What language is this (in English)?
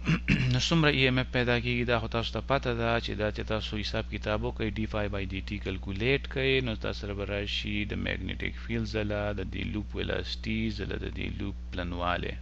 Pashto